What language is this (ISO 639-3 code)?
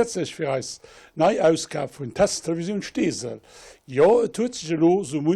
ltz